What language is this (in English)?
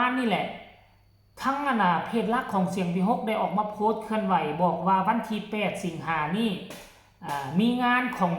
Lao